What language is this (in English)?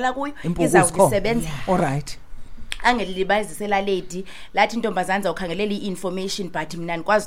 Xhosa